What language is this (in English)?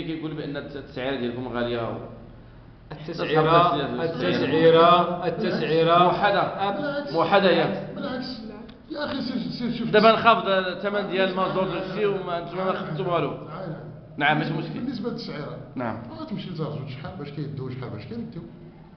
Moroccan Arabic